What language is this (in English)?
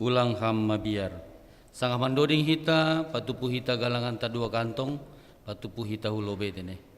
Batak Simalungun